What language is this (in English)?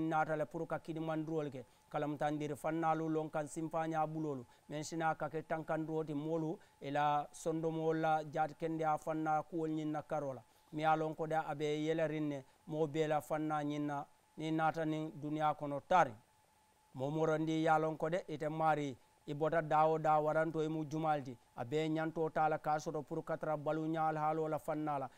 Mandingo